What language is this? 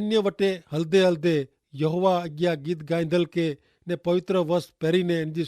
Kachhi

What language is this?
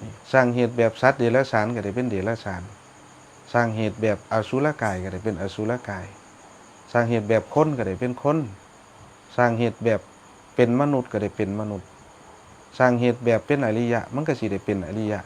Northeastern Thai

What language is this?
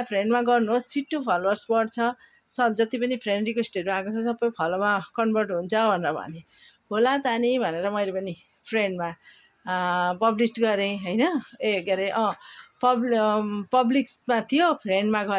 Nepali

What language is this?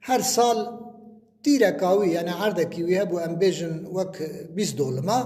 Kurdish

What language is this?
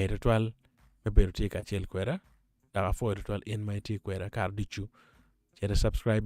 Acoli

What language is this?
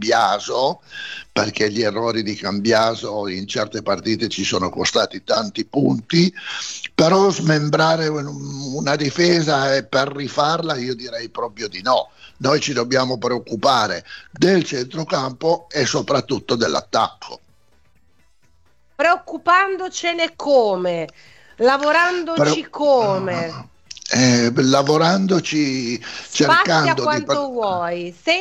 Italian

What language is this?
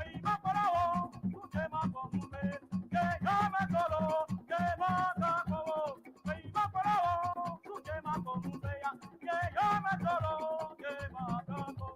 Ewe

